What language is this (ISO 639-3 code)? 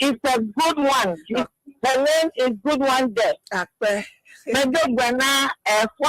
ewe